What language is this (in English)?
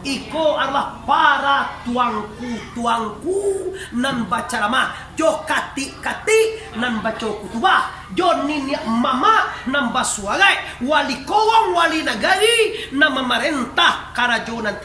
Minangkabau